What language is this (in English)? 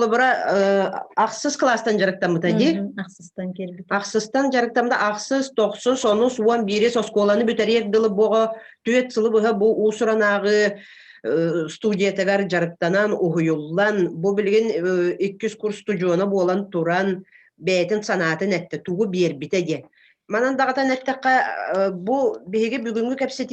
Yakut